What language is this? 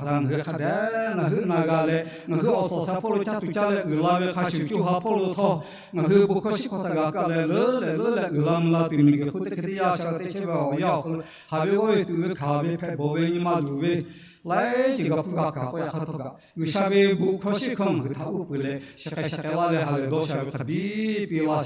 Lahu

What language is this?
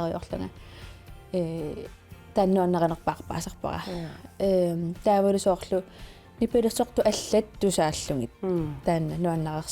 Kalaallisut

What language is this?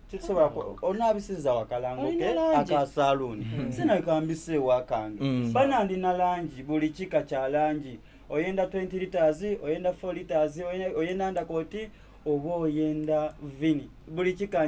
Soga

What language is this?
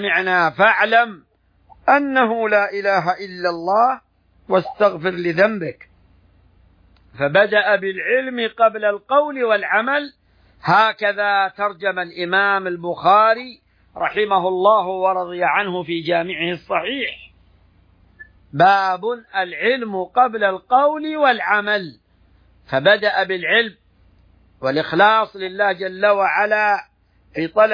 Arabic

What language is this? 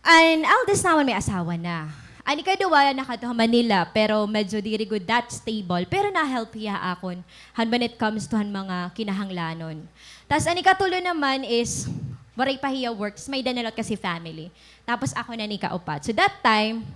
Waray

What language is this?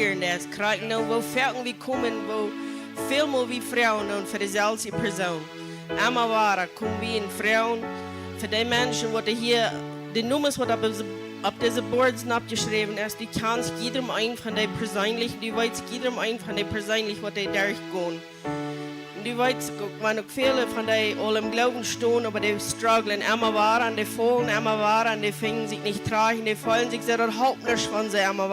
Plautdietsch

